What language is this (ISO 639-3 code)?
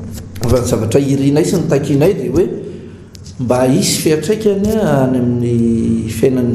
mlg